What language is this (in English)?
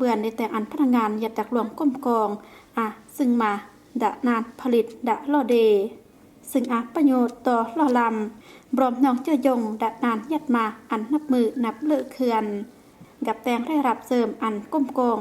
Lao